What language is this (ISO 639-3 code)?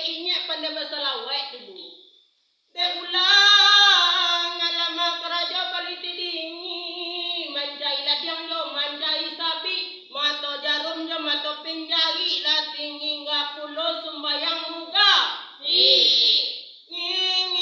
min